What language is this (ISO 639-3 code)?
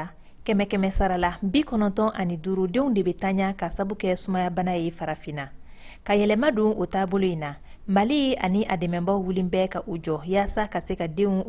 bam